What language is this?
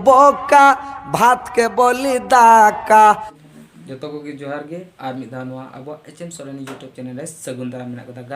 Santali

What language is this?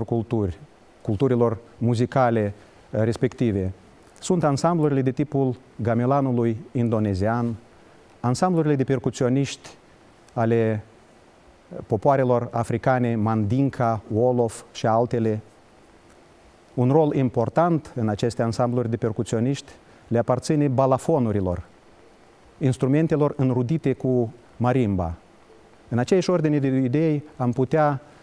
Romanian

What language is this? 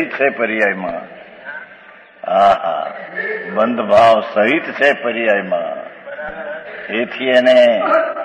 Gujarati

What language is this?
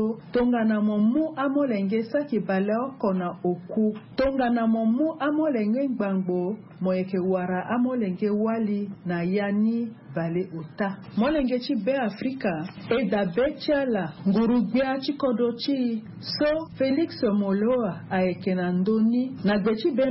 Sango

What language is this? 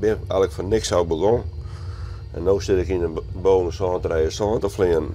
Western Frisian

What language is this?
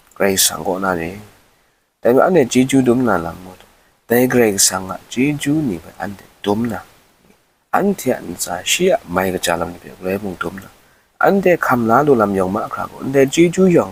Kachin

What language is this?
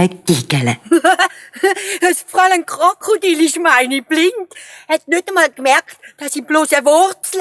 Swiss German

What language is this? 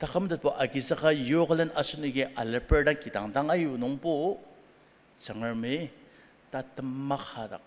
Ao Naga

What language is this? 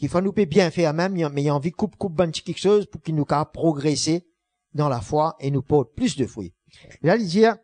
Morisyen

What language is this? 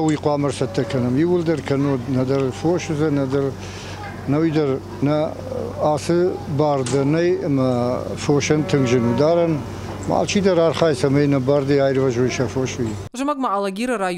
Ossetic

